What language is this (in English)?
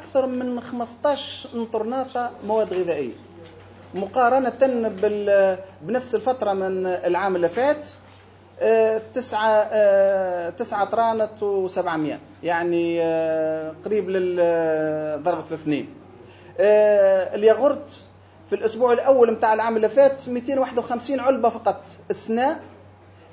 Tunisian Arabic